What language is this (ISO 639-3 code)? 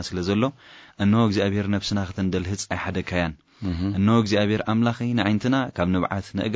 tir